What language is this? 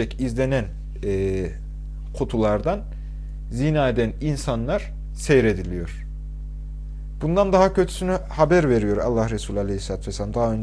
Turkish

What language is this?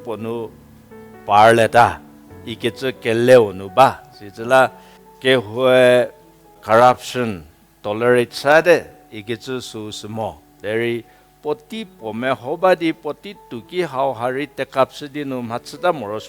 Angami Naga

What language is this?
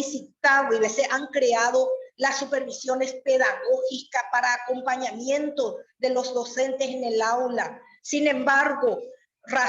Guarani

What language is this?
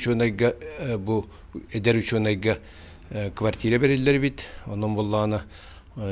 Yakut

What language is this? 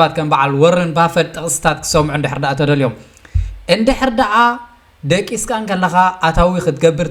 Tigrinya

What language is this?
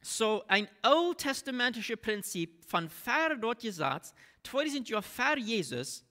Plautdietsch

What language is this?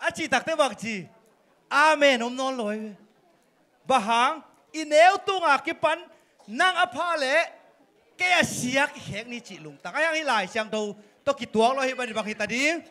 Tedim Chin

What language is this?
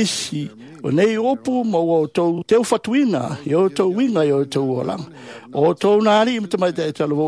Samoan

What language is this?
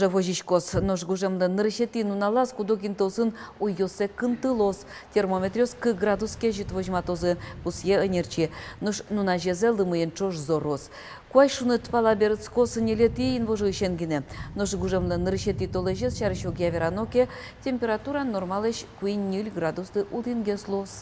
Udmurt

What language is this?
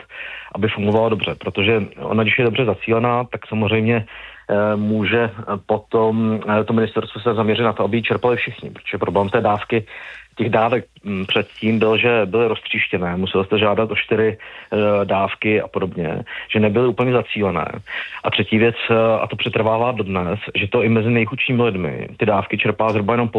Czech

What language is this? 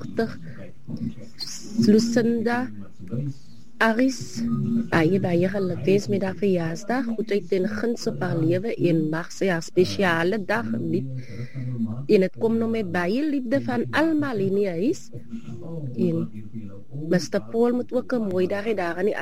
Afrikaans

